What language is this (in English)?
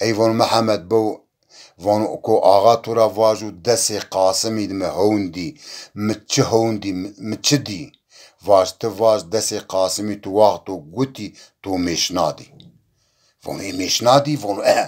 Zaza